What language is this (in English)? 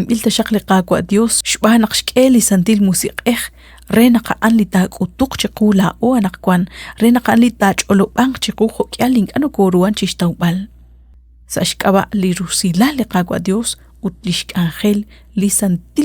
Kekchí